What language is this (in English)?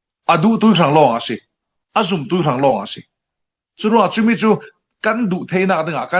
Falam Chin